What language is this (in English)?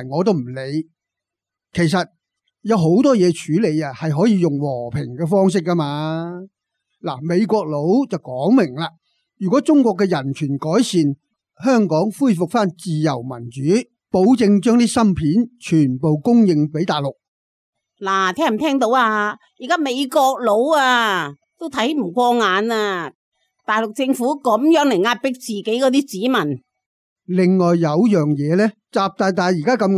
Cantonese